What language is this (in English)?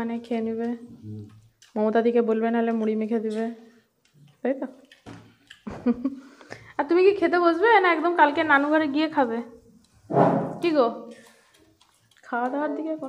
Bangla